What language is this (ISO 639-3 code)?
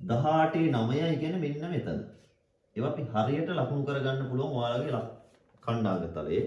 sin